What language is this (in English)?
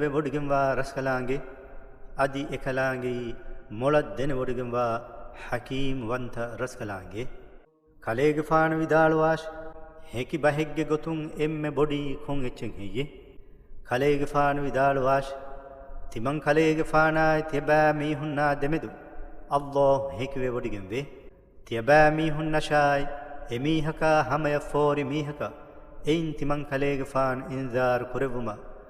Divehi